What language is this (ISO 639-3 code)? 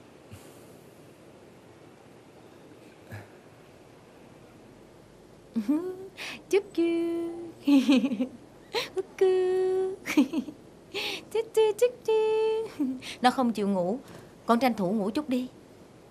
vie